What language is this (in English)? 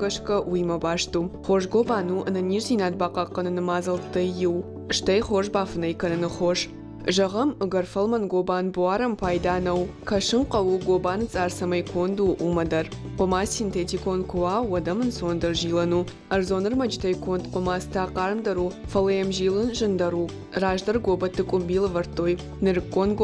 Ossetic